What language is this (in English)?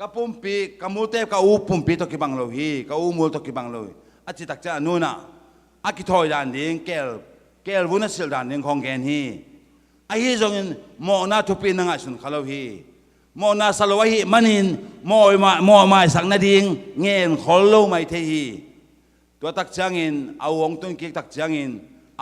Tedim Chin